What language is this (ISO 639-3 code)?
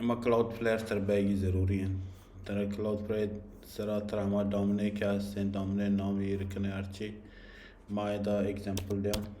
bal